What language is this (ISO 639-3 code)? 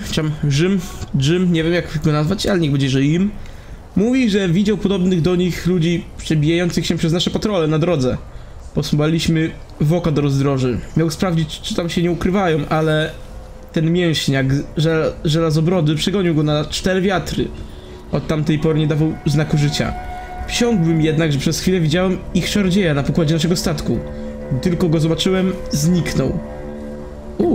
pol